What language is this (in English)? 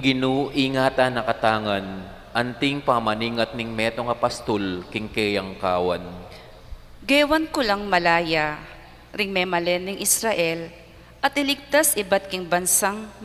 Pampanga